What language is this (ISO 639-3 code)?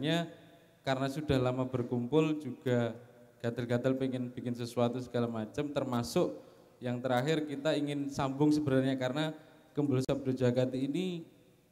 ind